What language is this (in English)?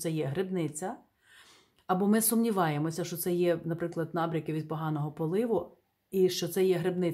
Ukrainian